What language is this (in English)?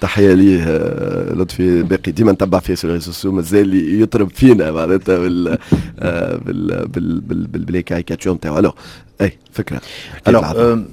Tunisian Arabic